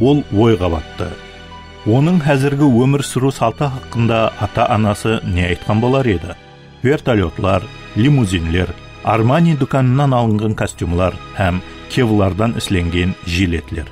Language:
Kara-Kalpak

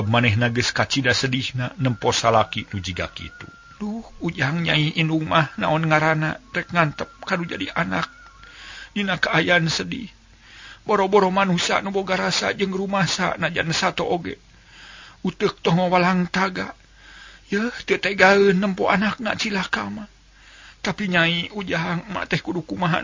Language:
Sundanese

